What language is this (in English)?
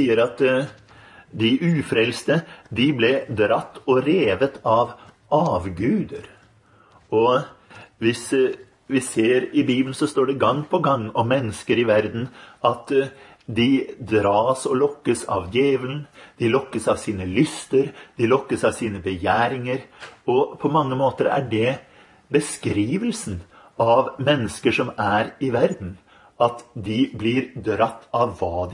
Norwegian